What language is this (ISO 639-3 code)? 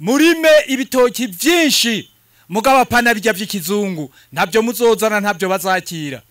run